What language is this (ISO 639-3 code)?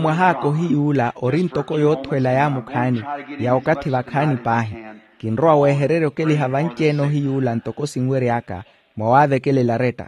vmw